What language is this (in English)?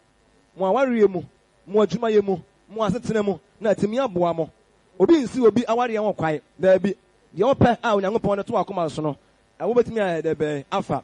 Akan